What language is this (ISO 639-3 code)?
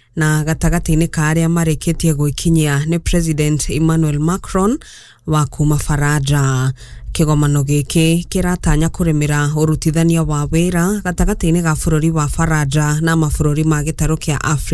kik